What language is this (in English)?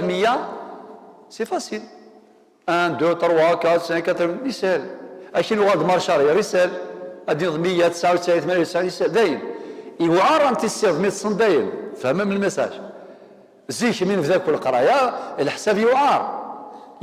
Kabyle